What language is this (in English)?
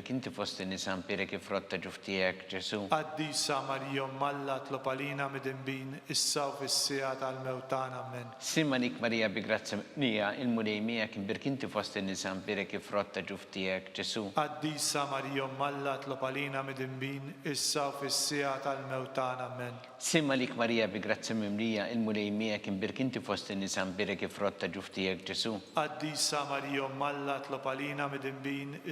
Maltese